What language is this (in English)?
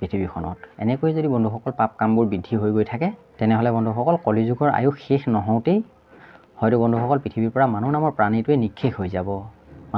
Assamese